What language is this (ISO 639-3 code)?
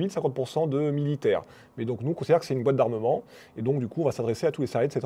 fra